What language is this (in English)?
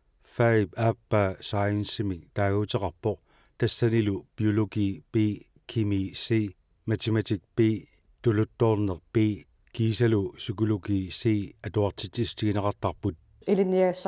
Kalaallisut